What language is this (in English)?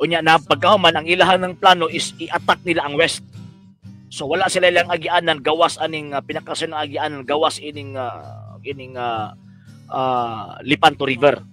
Cebuano